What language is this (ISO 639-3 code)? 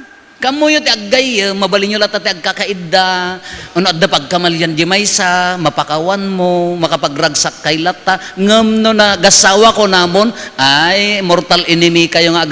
ilo